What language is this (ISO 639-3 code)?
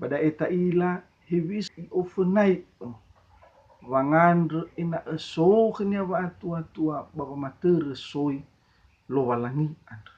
nia